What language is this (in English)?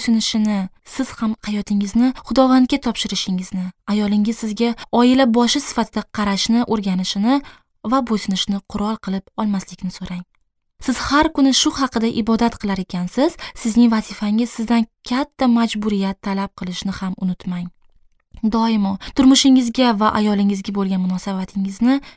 Uzbek